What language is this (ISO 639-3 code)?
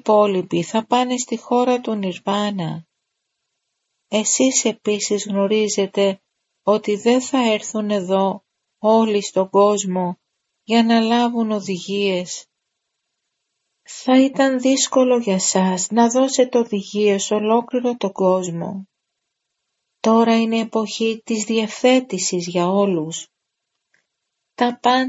ell